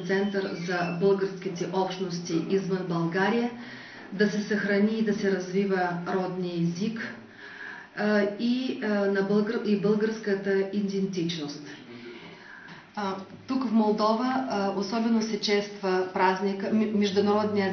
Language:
Bulgarian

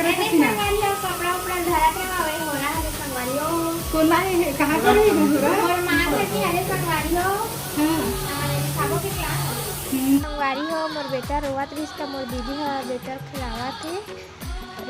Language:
Chhattisgarhi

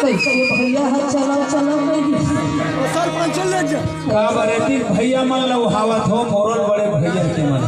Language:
Chhattisgarhi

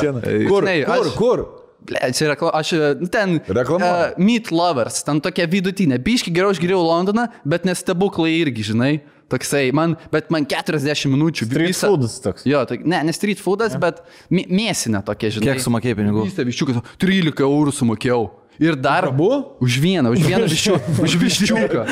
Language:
Lithuanian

